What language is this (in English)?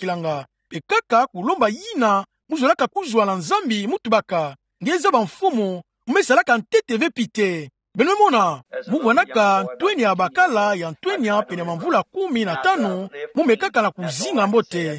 Kituba (Democratic Republic of Congo)